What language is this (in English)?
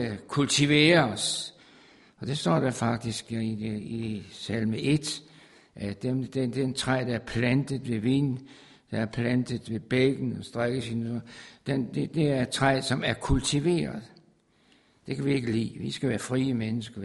Danish